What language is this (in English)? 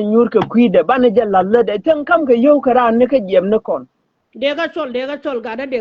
Nuer